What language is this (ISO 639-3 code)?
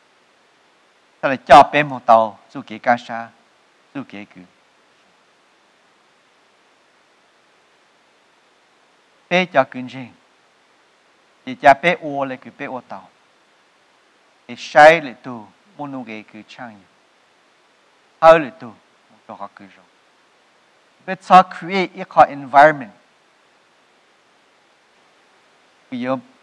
vie